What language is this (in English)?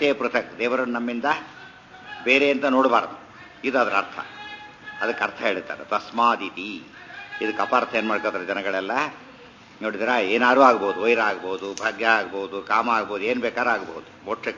Kannada